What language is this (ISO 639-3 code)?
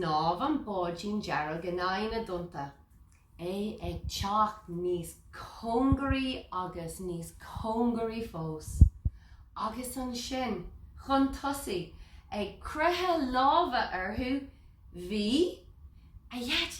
gle